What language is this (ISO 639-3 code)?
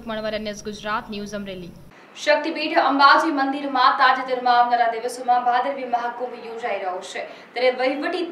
guj